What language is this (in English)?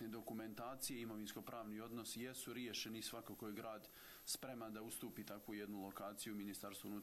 Bosnian